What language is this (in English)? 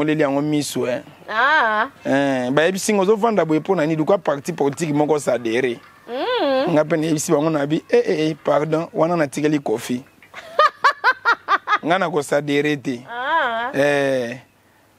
Lingala